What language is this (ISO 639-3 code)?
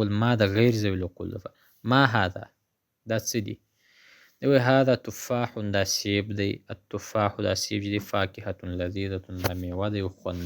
pus